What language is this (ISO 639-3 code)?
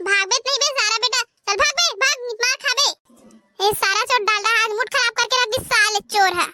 hne